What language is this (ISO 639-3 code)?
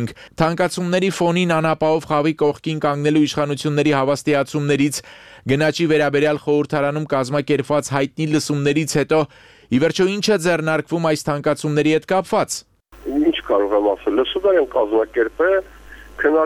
hye